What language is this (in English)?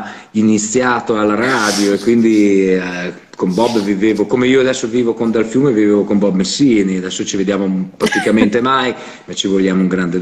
Italian